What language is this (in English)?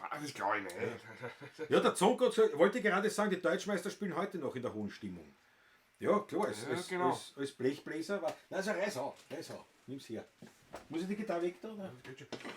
Bavarian